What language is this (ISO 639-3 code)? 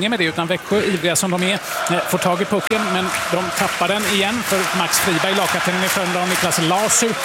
swe